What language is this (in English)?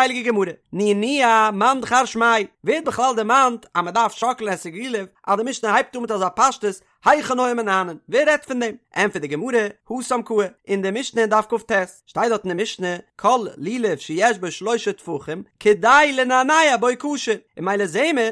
Yiddish